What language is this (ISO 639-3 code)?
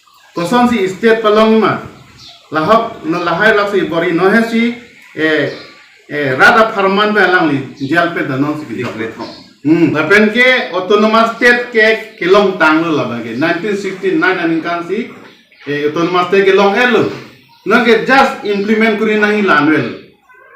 mjw